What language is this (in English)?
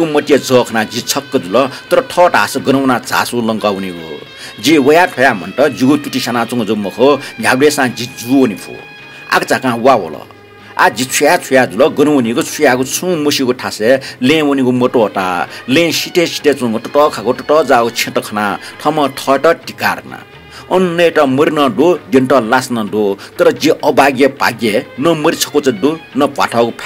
Newari